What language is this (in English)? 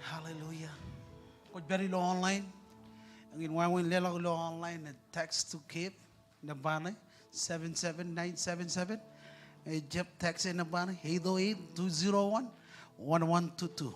Marshallese